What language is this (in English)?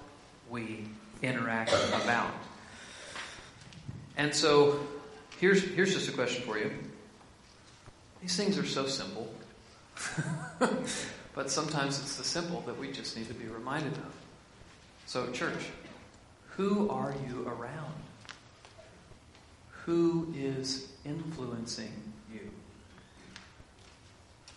English